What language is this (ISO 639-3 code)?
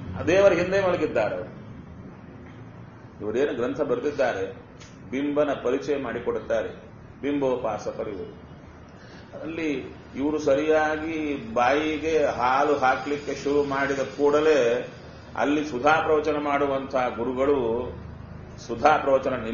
kan